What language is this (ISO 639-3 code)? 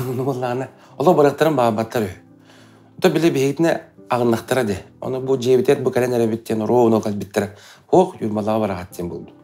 sah